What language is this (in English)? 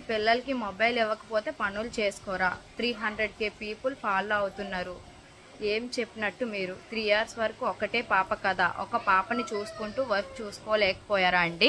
Telugu